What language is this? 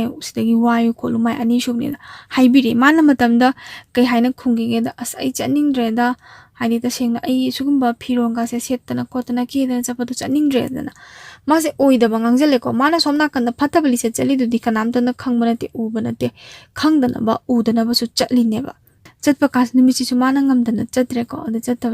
Manipuri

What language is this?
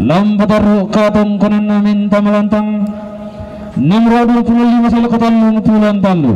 Toraja-Sa'dan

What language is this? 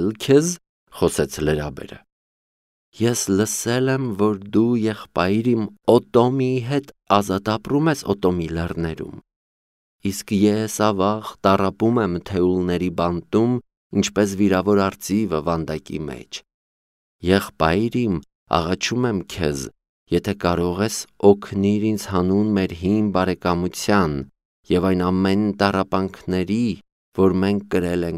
Armenian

